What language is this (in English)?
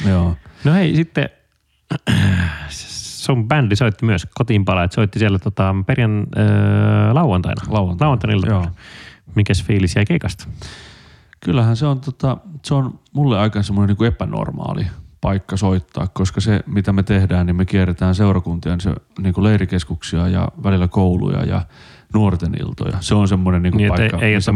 Finnish